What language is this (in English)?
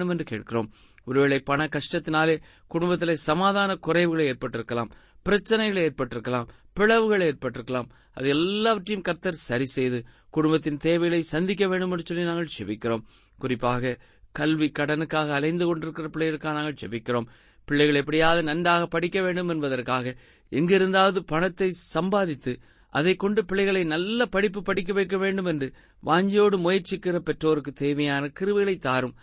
Tamil